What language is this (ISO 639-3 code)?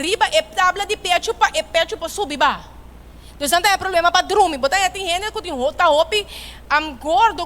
pap